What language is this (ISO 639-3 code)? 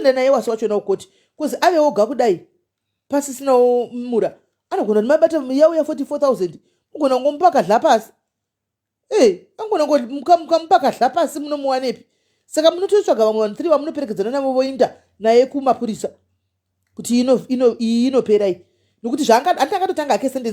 sna